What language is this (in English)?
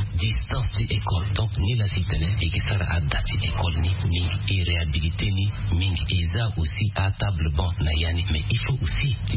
Sango